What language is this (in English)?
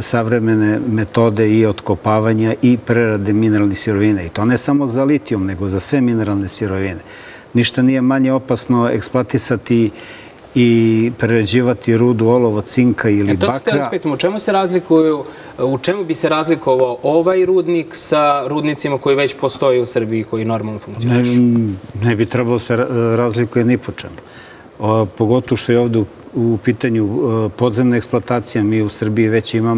Serbian